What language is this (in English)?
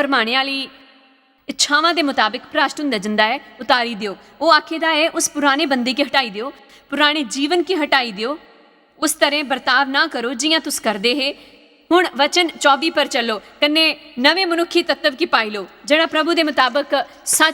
Dogri